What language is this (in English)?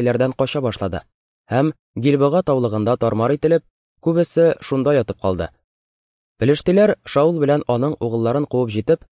Tatar